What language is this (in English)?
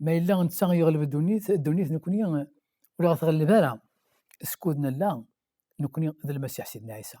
Kabyle